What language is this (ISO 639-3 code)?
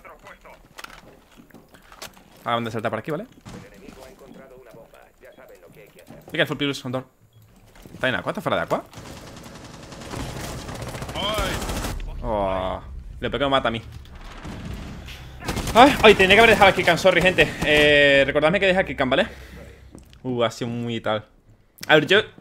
spa